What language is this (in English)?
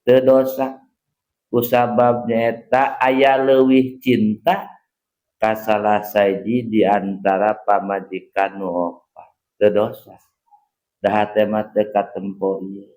Sundanese